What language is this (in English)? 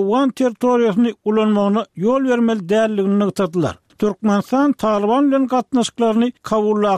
Turkmen